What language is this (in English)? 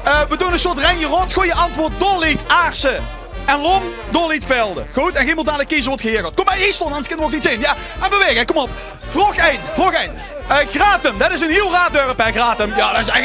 Limburgish